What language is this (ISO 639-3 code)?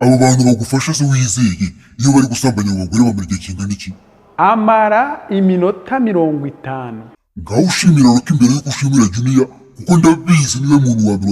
kin